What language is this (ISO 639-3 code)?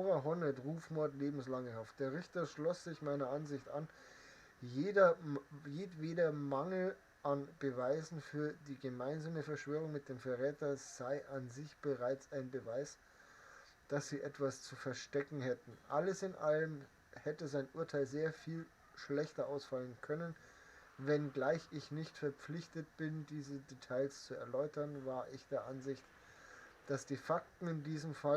bar